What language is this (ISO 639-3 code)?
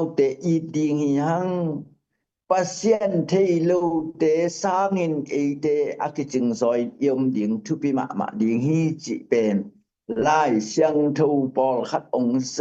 ctd